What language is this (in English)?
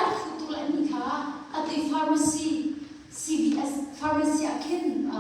Hakha Chin